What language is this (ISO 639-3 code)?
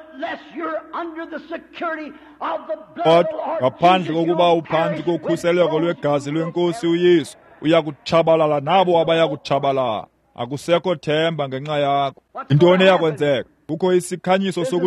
xho